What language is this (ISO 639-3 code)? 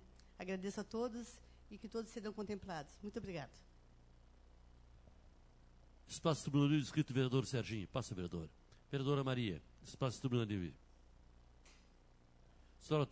por